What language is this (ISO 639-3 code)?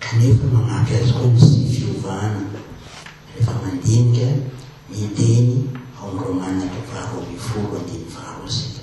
mlg